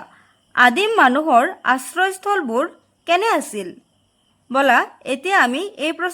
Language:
Assamese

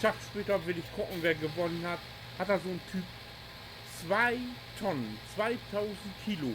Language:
Low German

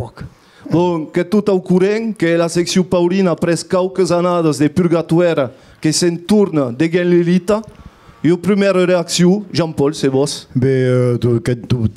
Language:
Occitan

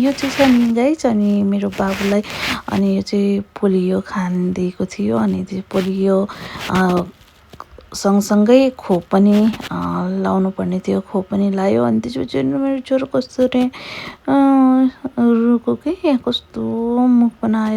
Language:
Nepali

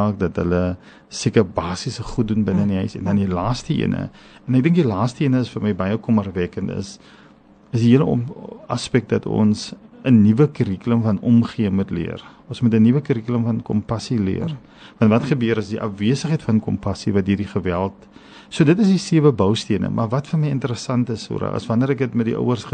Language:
Afrikaans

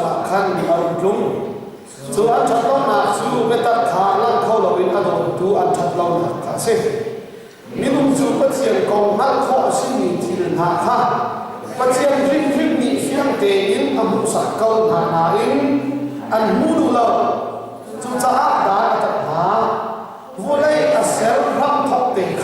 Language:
Hakha Chin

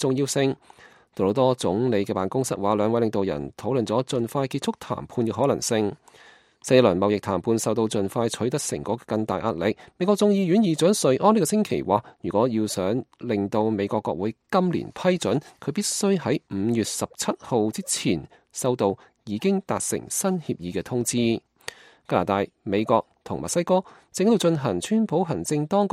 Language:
Cantonese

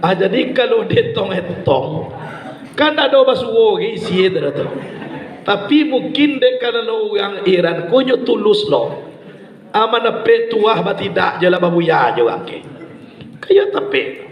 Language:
Minangkabau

